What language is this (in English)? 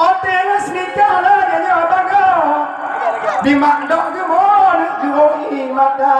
Achinese